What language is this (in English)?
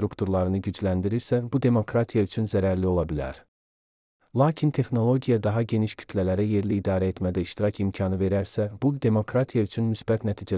Azerbaijani